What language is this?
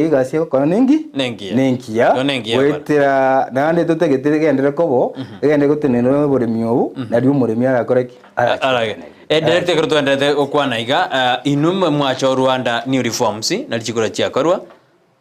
Gusii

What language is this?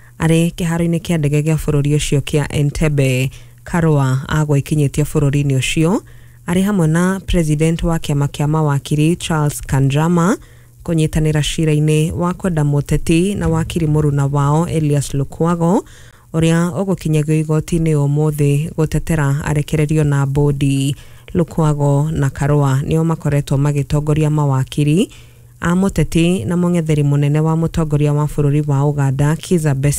Kikuyu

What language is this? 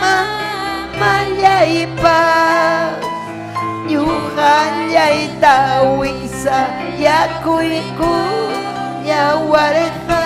Ayacucho Quechua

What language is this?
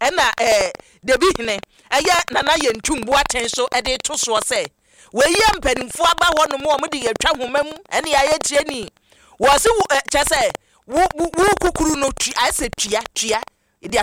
Akan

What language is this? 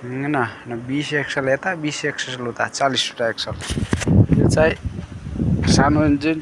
Nepali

